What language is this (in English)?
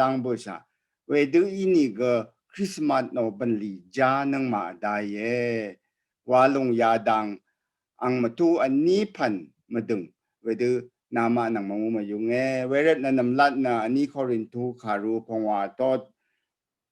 Rawang